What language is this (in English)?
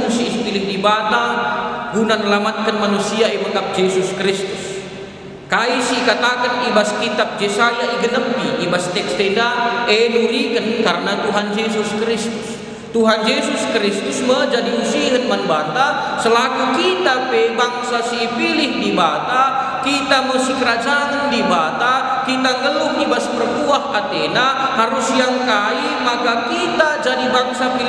Batak Karo